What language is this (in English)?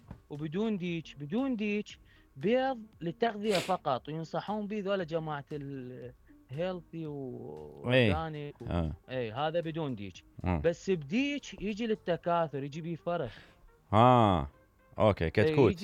Mesopotamian Arabic